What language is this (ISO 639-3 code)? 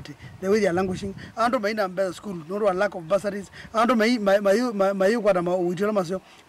kam